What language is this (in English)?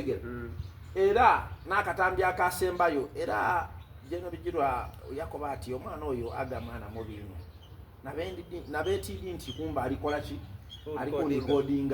Soga